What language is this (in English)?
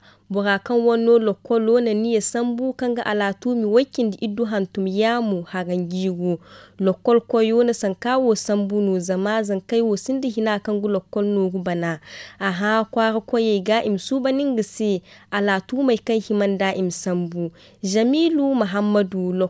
Zarma